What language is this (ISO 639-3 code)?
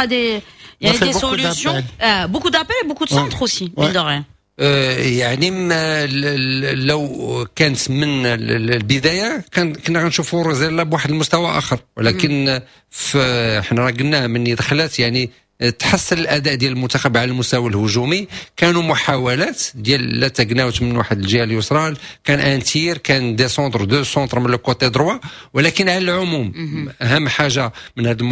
ary